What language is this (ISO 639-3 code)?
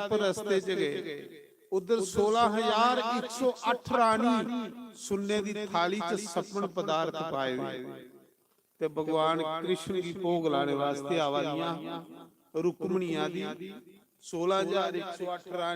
doi